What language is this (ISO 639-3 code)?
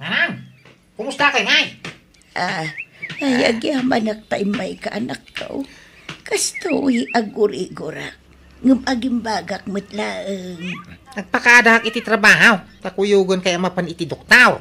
ilo